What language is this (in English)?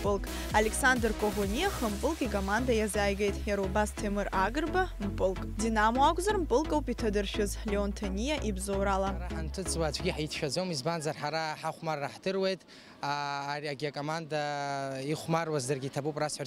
Abkhazian